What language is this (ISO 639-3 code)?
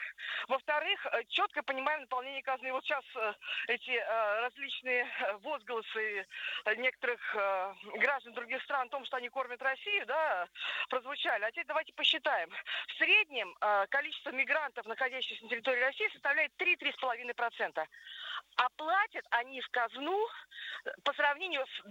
rus